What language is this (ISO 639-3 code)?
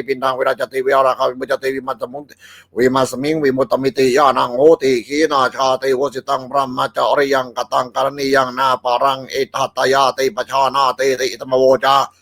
pli